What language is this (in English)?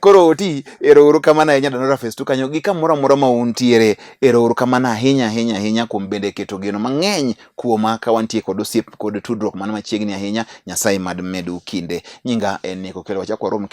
Luo (Kenya and Tanzania)